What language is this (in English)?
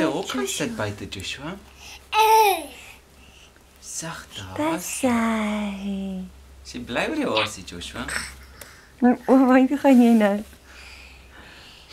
Afrikaans